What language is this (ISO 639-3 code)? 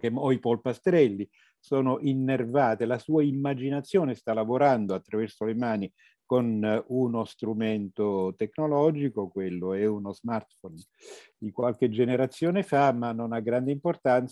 ita